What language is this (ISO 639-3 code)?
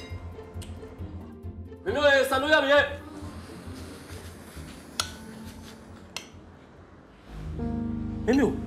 mya